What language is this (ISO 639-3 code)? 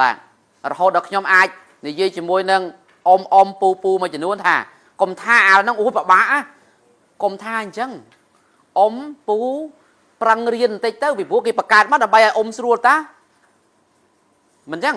khm